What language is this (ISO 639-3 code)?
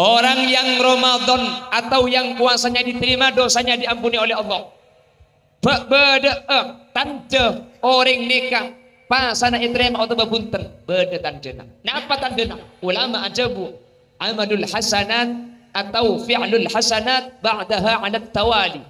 mad